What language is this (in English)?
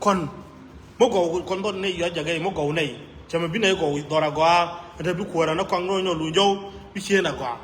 Nuer